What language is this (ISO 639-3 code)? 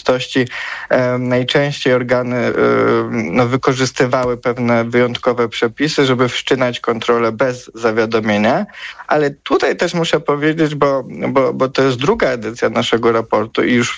pol